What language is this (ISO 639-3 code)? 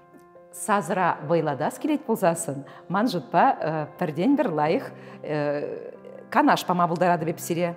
chv